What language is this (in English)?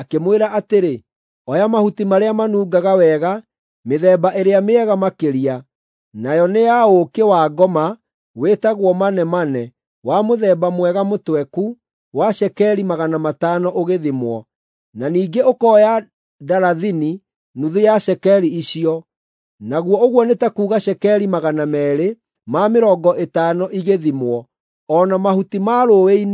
Kikuyu